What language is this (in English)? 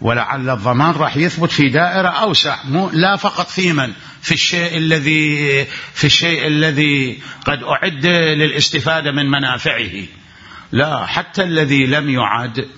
Mesopotamian Arabic